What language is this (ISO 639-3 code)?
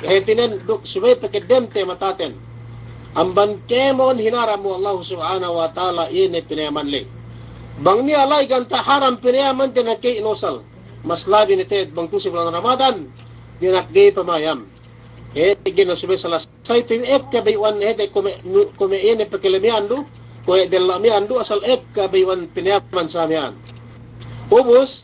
yka